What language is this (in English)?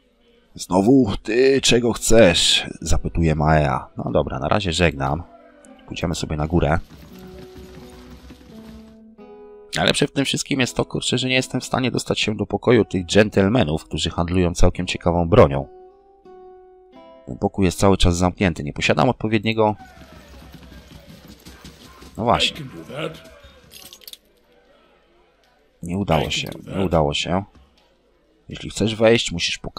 Polish